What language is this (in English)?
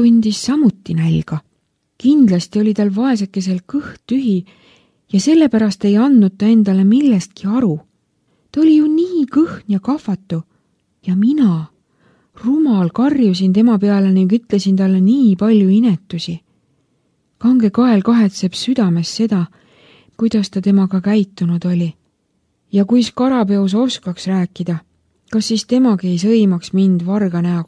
Estonian